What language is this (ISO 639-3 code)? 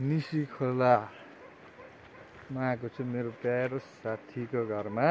nep